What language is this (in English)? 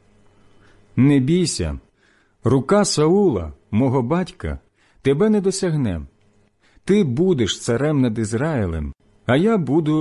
Ukrainian